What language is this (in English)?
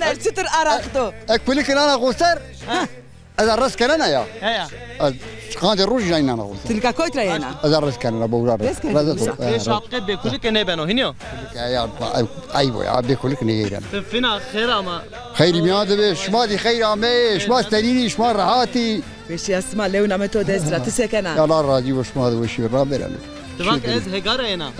Zaza